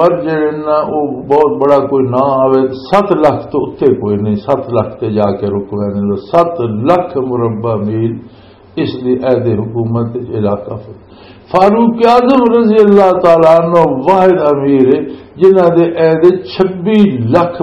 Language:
Western Panjabi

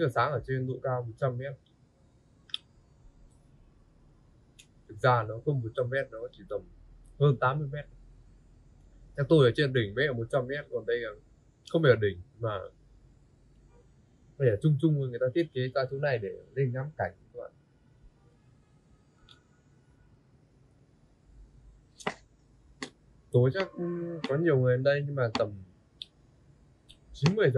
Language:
Vietnamese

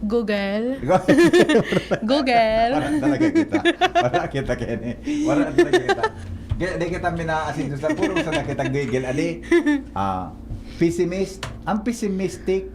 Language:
Bikol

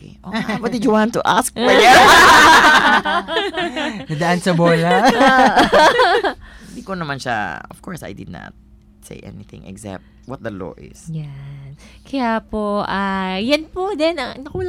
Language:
Filipino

